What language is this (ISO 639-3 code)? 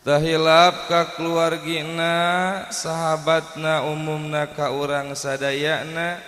sun